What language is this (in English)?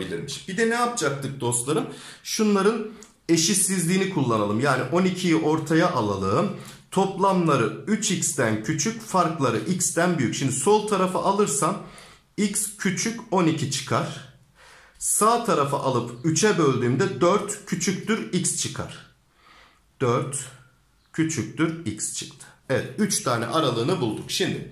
Turkish